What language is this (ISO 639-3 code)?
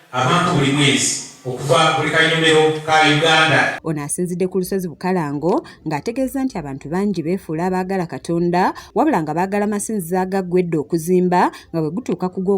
lug